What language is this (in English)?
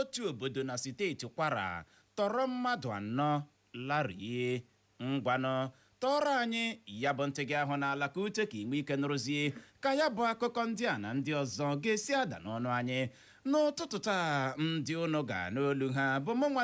Igbo